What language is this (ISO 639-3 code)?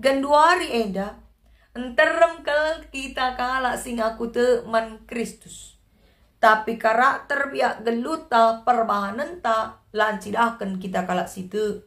btx